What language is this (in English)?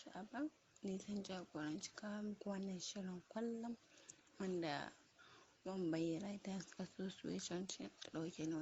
Hausa